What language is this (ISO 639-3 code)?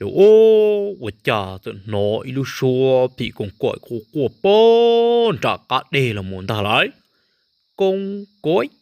hmn